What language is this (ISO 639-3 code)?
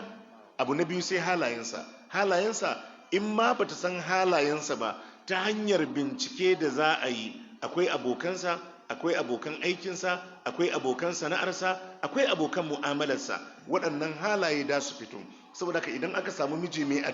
hau